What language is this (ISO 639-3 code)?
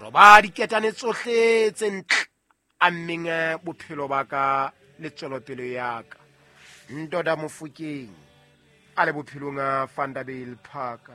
sot